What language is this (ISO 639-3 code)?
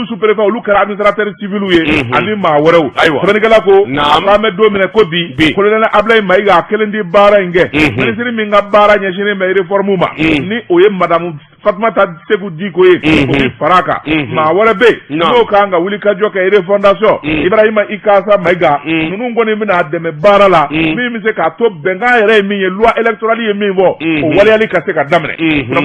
bam